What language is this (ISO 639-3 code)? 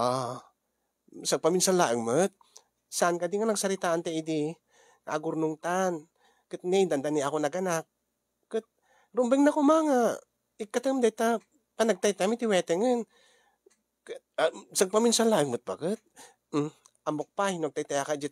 ilo